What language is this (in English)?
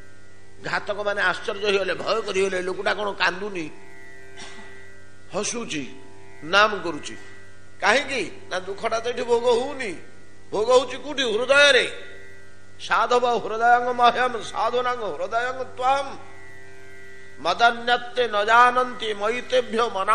Odia